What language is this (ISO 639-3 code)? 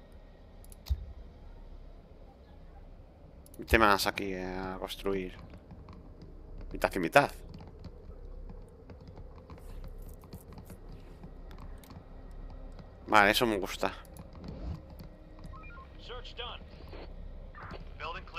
spa